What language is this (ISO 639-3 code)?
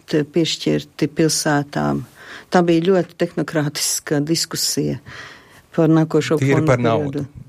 lav